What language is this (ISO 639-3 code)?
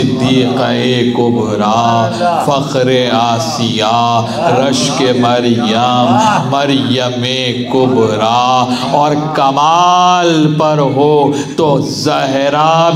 urd